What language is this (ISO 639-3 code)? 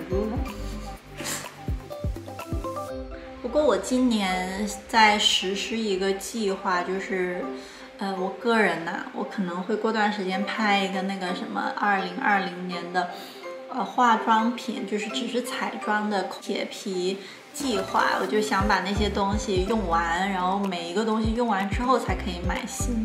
zho